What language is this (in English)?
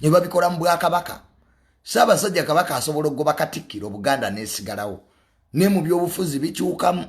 Ganda